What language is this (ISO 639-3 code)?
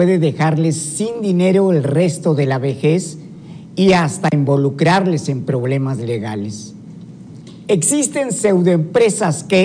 spa